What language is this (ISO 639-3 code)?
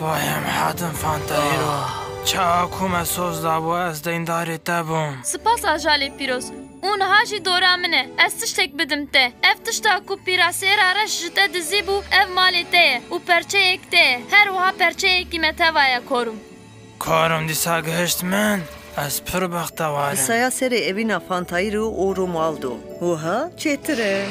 kur